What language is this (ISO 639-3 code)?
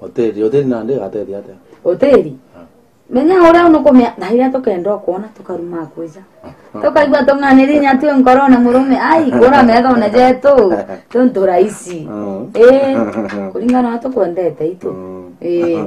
mer